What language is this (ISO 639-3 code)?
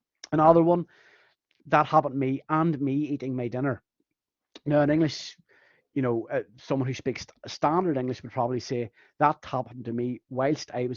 gle